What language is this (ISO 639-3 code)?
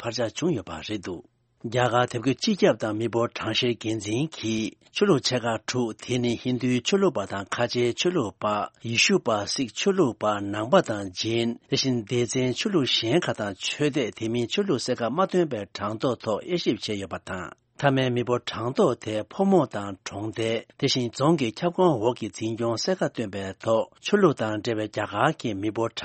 bod